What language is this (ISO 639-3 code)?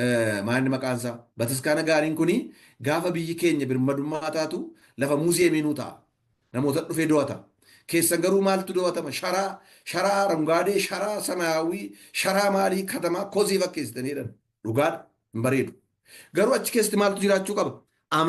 orm